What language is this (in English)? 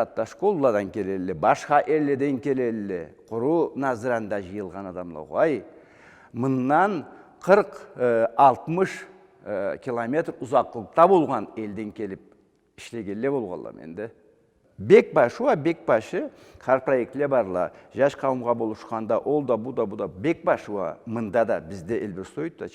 Karachay-Balkar